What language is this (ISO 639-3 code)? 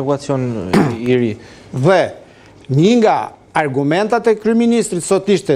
sqi